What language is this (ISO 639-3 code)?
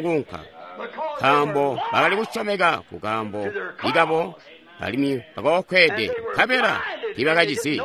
toi